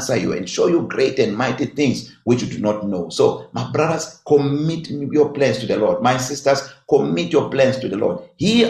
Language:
English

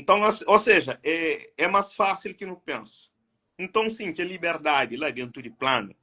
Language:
Kabuverdianu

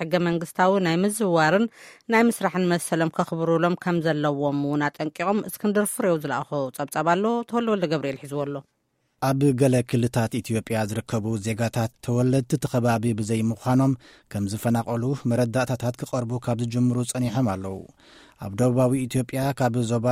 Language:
Tigrinya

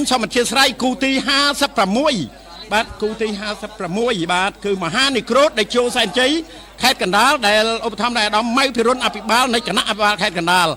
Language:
Khmer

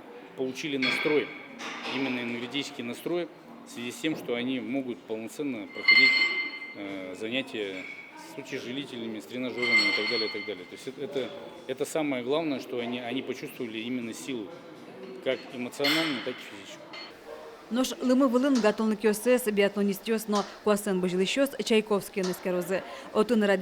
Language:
Udmurt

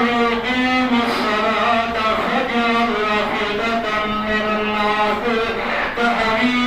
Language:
Saraiki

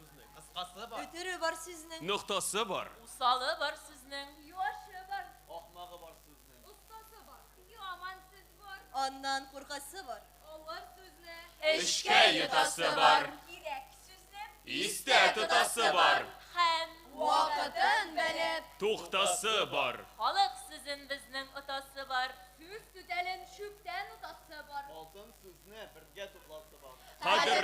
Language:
Tatar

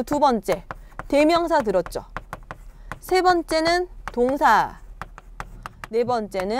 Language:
Korean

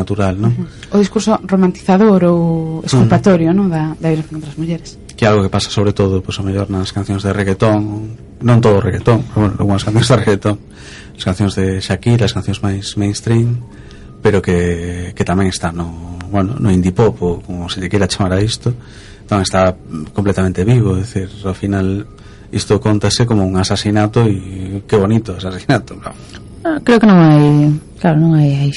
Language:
Galician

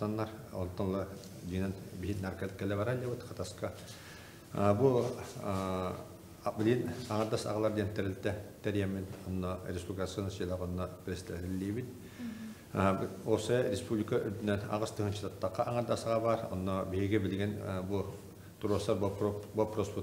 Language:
Yakut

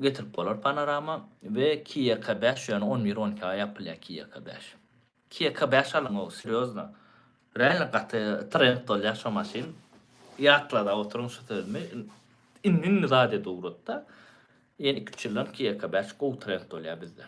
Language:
Turkmen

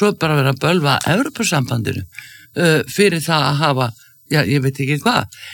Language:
Icelandic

